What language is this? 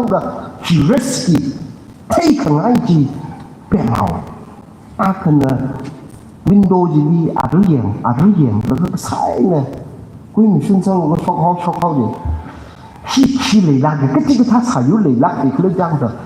Tangkhul Naga (India)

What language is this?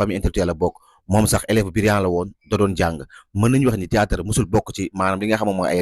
Wolof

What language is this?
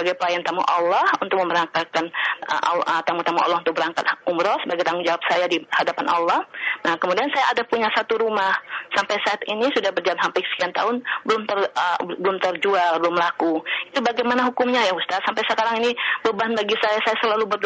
Indonesian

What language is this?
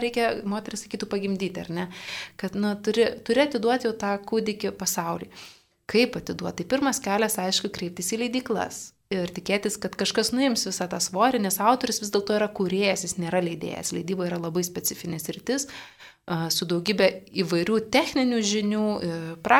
Lithuanian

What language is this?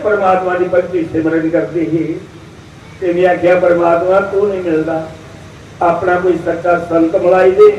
Dogri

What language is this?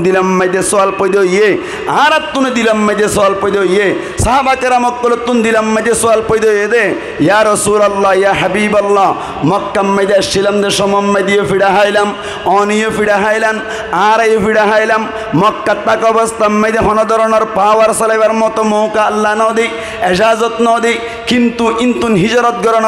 Rohingya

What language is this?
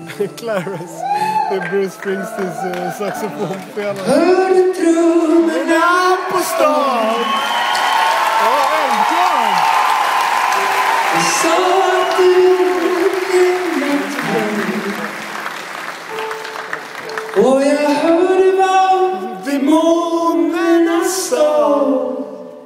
Swedish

